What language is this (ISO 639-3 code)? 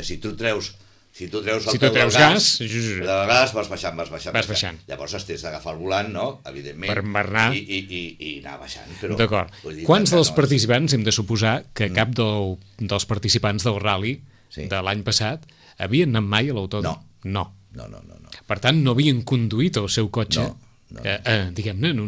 cat